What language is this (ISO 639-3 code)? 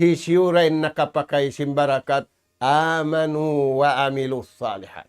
tsg